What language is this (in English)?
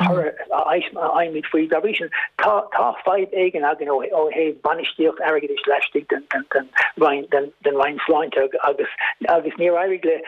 Irish